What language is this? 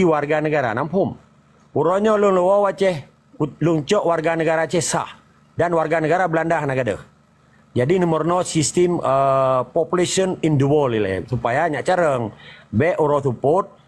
Achinese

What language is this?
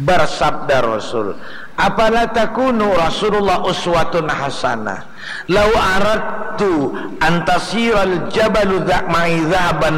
Banjar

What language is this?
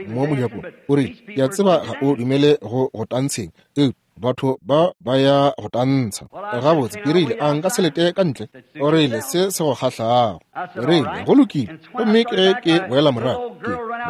Northern Sotho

